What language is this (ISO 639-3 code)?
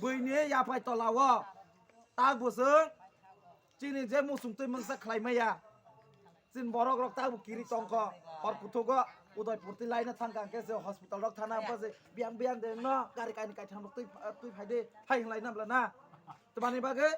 trp